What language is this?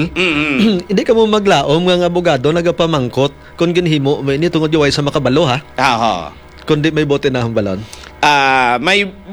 Hiligaynon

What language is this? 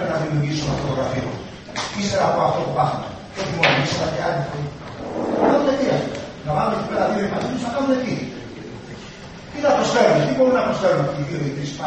Greek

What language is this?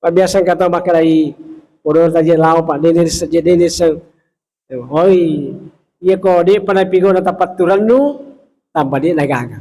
Buginese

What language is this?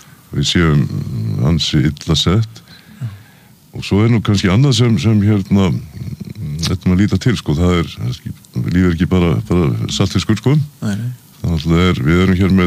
Icelandic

